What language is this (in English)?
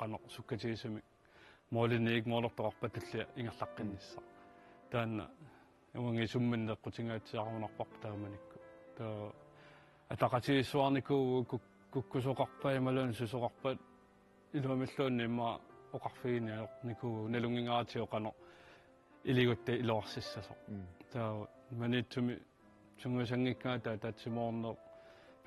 Kalaallisut